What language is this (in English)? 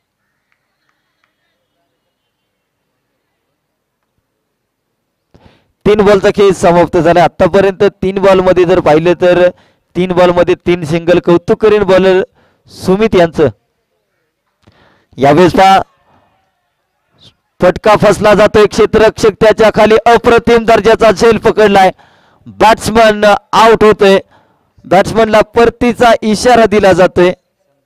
Marathi